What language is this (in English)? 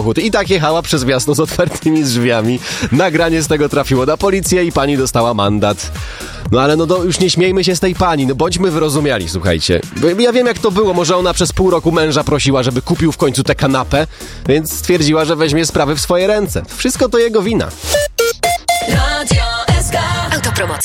Polish